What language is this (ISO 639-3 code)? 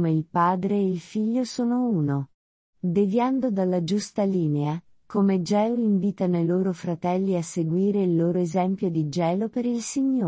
ita